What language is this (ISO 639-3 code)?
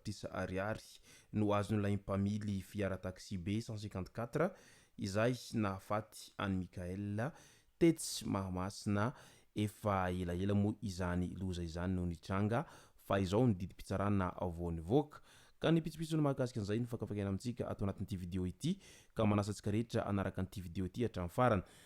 mlg